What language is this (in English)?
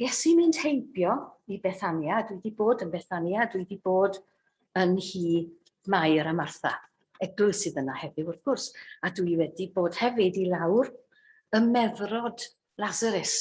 Welsh